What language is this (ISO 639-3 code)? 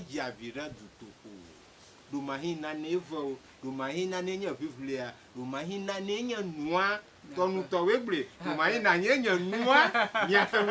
ewe